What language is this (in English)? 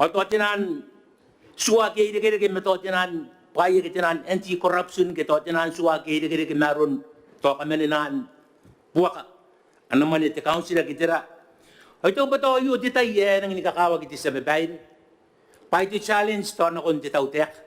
Gilbertese